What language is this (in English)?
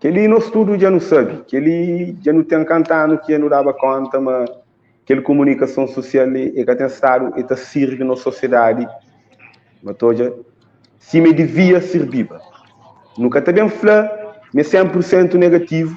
Kabuverdianu